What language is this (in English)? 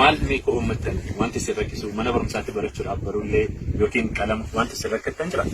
Oromo